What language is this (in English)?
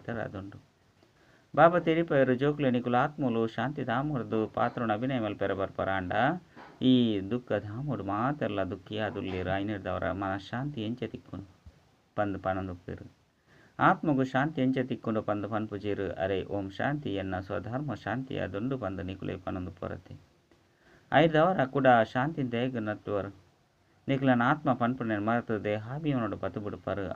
Tulu